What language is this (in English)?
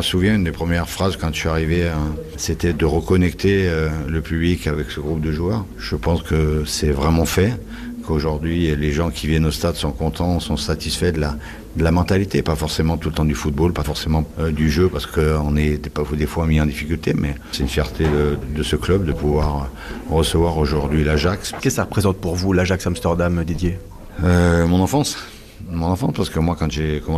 French